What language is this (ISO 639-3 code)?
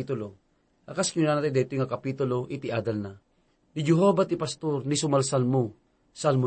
ilo